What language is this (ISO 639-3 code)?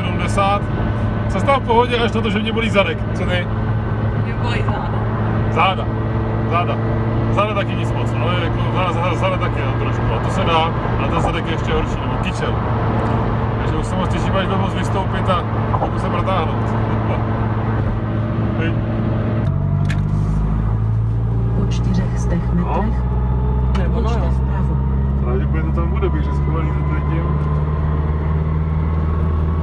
ces